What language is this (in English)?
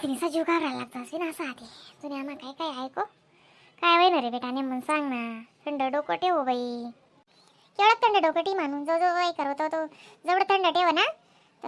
Khandesi